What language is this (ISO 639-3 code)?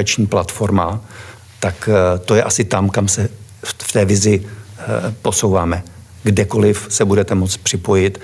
ces